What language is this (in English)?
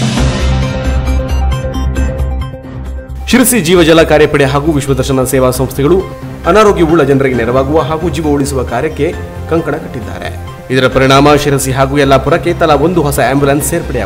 Kannada